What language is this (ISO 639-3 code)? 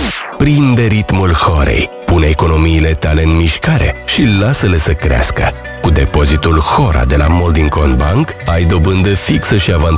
ron